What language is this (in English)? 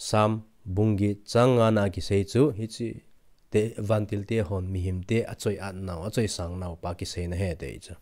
Thado Chin